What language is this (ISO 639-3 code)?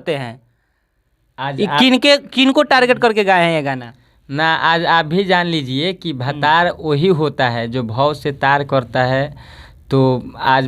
bho